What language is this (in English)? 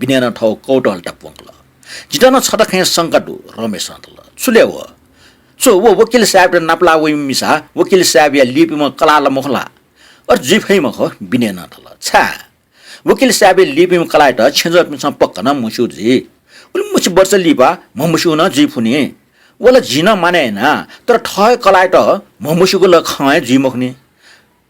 Newari